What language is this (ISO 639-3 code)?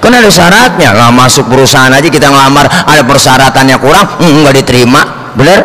bew